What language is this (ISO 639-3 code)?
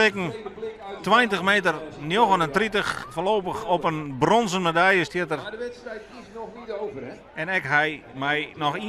fry